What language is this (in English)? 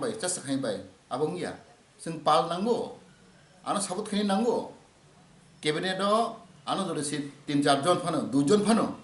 Kok Borok